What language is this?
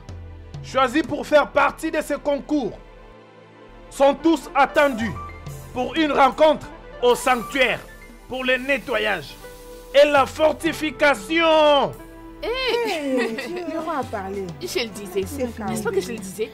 French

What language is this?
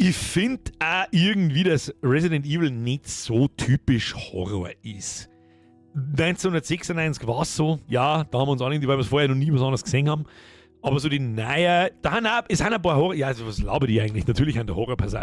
Bavarian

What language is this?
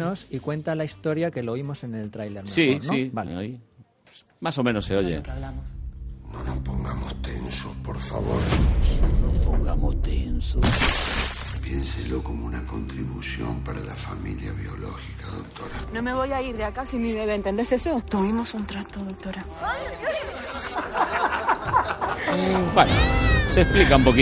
Spanish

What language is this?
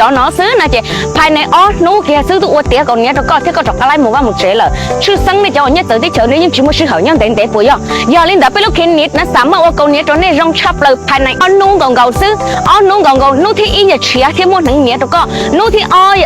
Hmong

